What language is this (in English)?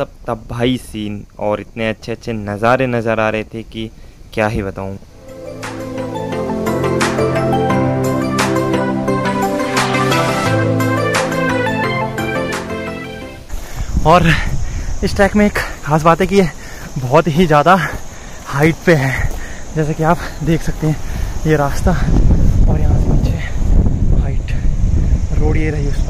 Hindi